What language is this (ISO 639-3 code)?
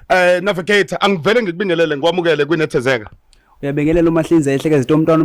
zul